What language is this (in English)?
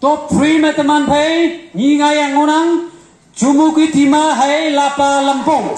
Konyak Naga